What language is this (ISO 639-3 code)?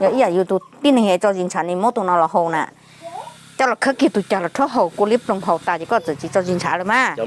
hmn